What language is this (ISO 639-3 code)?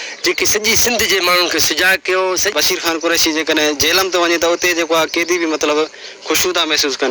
snd